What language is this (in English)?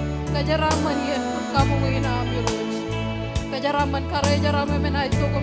Marshallese